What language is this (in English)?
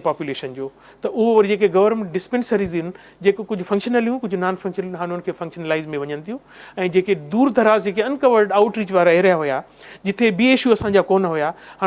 Sindhi